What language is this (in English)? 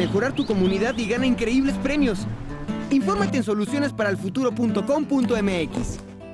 Spanish